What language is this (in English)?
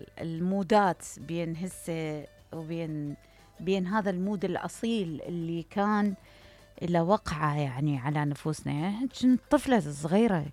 Mesopotamian Arabic